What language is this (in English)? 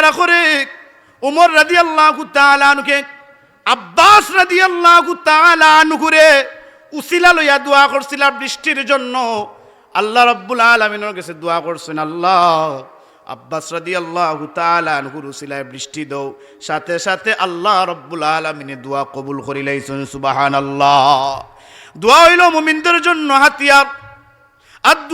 Sylheti